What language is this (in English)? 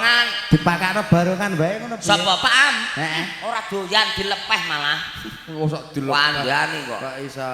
Javanese